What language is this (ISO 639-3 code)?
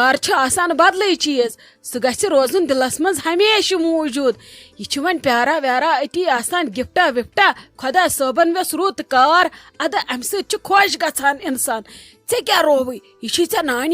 kas